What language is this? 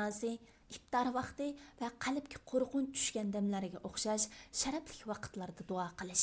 Uyghur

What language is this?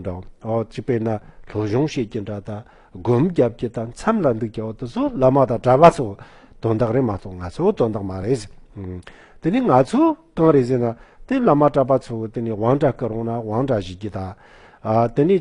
Tibetan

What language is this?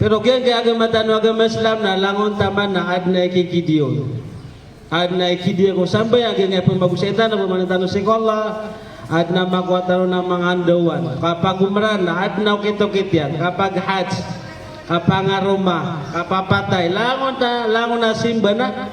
Maranao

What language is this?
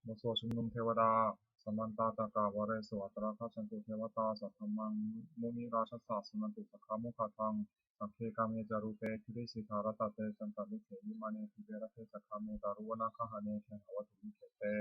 Pali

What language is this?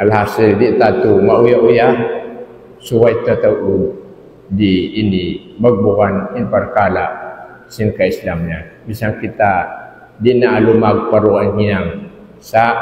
Tausug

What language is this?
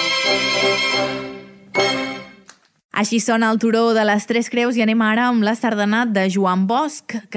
Catalan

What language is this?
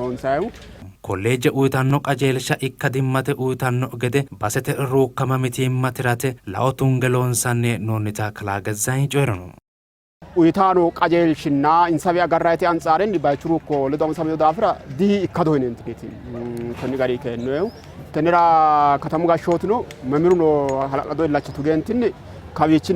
Sidamo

